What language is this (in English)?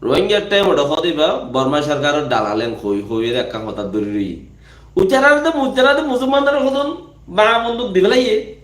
Rohingya